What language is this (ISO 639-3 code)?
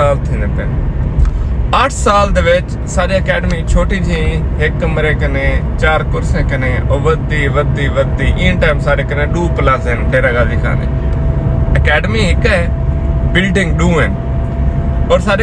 skr